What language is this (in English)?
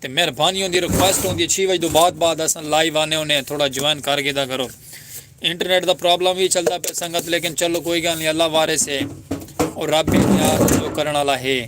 Saraiki